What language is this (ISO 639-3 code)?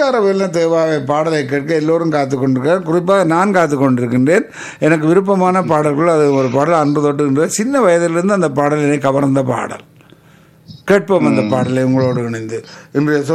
tam